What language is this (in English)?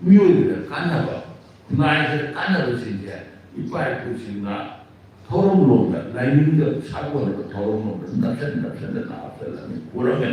Manipuri